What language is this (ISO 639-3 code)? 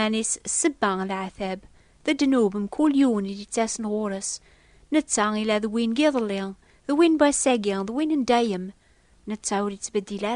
kab